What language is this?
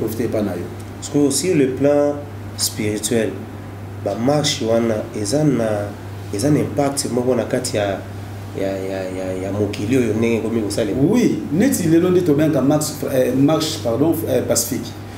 Lingala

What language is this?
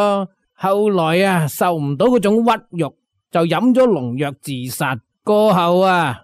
Cantonese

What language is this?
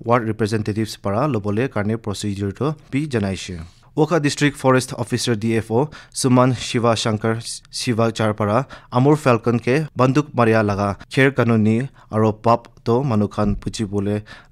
Naga Pidgin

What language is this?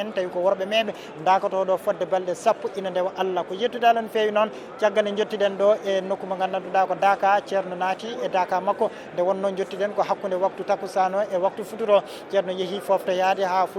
Fula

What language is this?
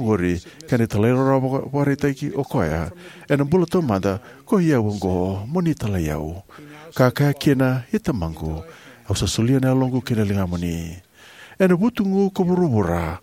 Fijian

